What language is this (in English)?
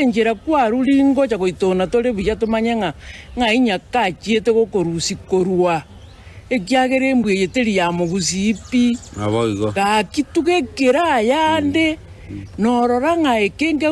Gusii